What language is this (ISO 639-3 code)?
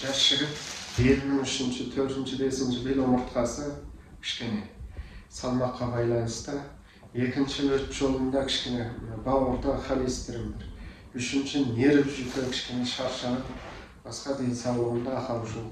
kaz